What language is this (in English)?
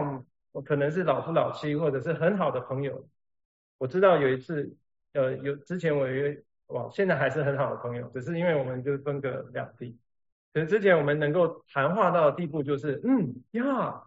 Chinese